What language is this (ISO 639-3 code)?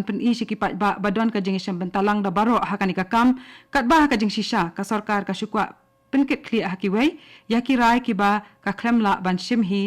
kha